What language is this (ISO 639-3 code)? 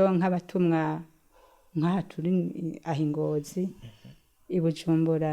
run